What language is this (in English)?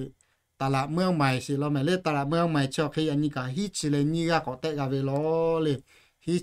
Lahu